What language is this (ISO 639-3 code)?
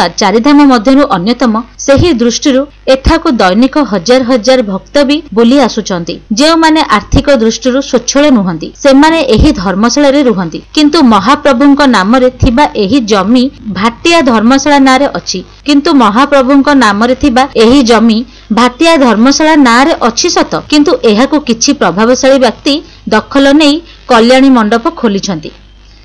ori